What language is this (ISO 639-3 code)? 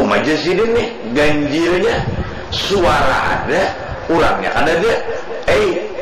bjn